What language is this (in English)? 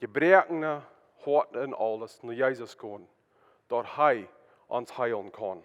Plautdietsch